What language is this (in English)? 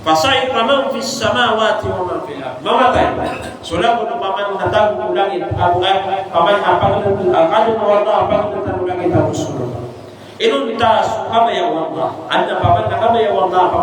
Maranao